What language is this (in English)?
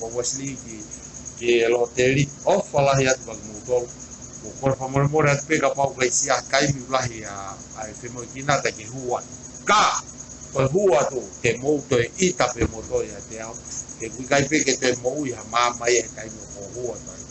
Tongan